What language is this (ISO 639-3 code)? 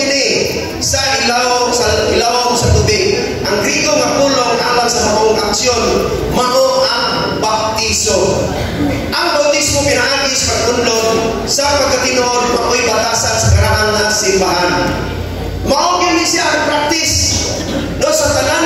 ceb